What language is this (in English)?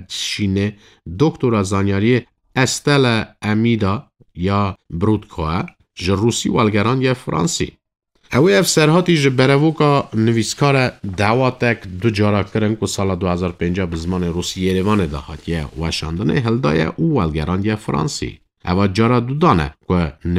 Kurdish